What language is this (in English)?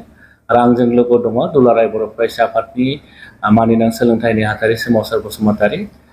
Bodo